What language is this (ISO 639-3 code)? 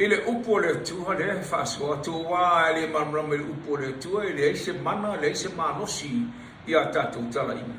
smo